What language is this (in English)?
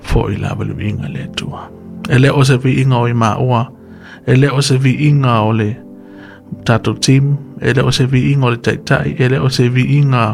Samoan